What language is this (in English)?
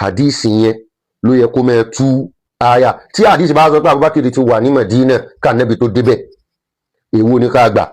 Yoruba